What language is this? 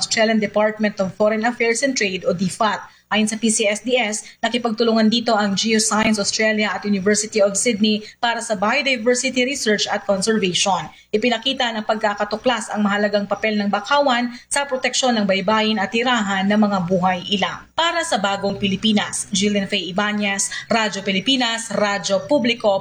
Filipino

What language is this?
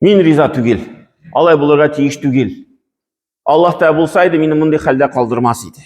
Tatar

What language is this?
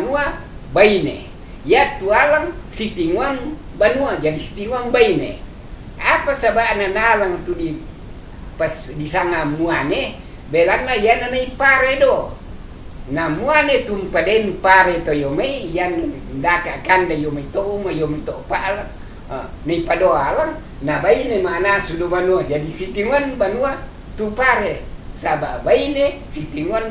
Toraja-Sa'dan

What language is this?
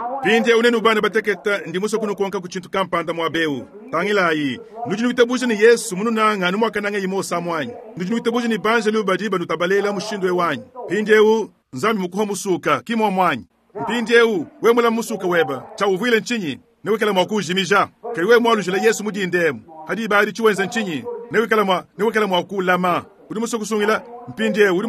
Luba-Lulua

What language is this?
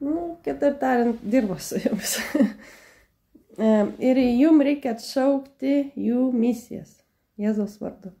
Lithuanian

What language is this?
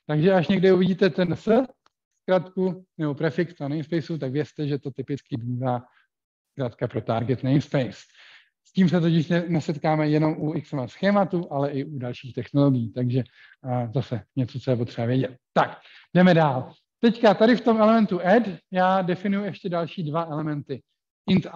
Czech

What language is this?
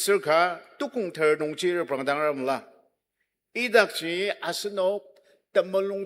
Ao Naga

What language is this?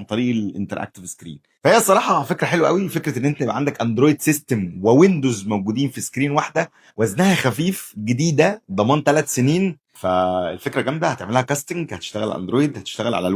Egyptian Arabic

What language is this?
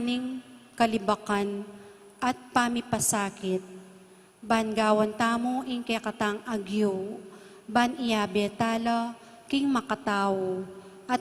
Pampanga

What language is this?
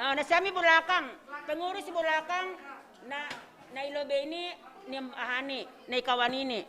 Batak Simalungun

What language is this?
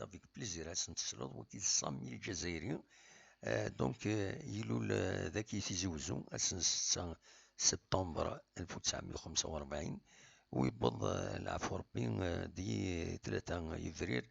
Kabyle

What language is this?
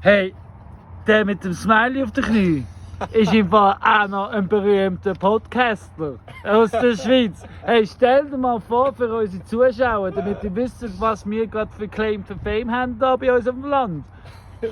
Swiss German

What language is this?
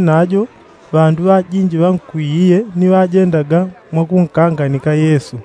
Yao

